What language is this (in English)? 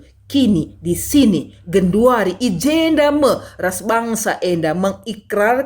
Batak Karo